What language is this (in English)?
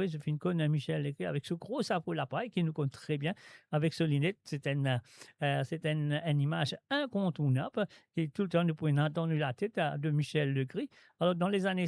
Morisyen